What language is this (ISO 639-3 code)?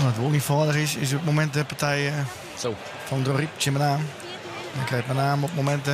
fry